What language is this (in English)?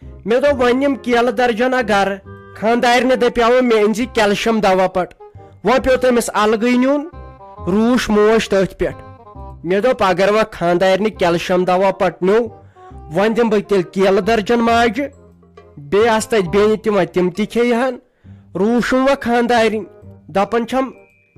Kashmiri